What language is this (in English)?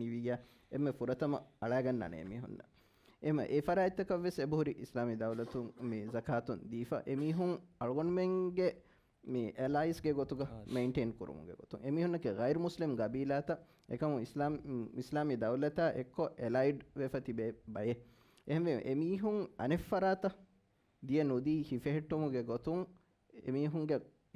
Divehi